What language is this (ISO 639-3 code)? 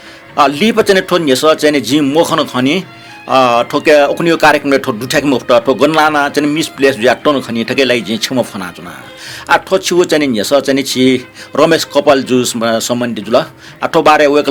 new